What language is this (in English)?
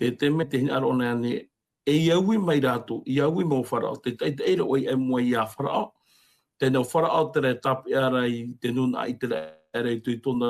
Tahitian